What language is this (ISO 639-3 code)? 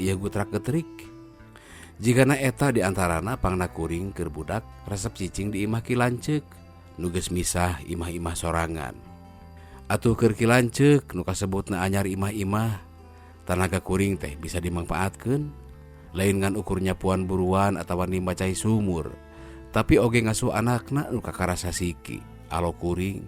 sun